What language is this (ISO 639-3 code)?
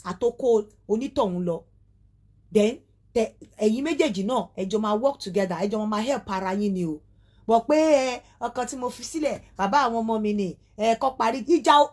yor